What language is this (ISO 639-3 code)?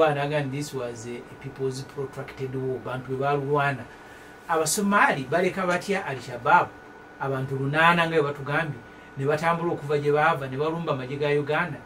lug